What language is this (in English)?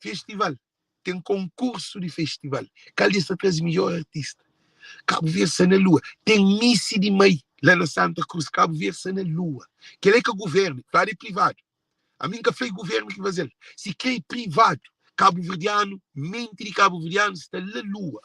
Kabuverdianu